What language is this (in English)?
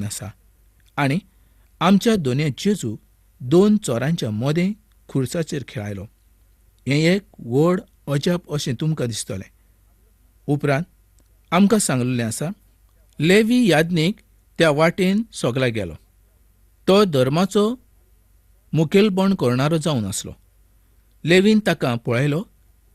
Konkani